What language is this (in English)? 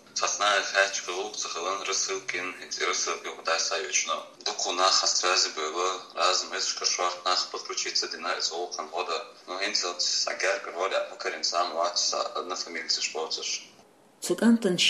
Chechen